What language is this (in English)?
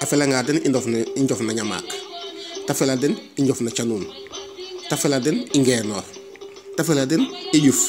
Serer